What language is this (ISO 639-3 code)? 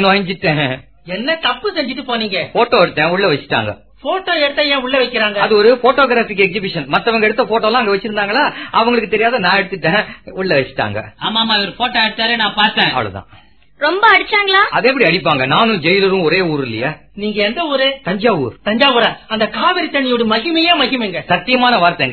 tam